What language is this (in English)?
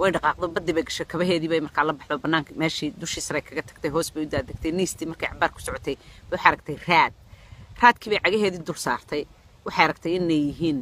Somali